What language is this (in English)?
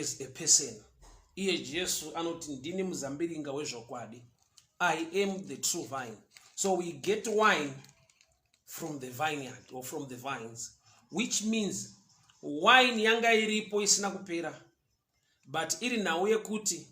Shona